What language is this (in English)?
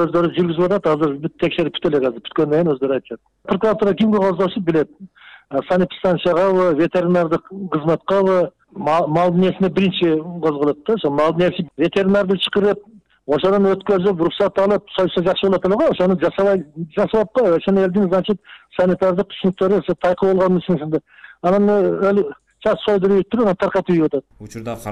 Kyrgyz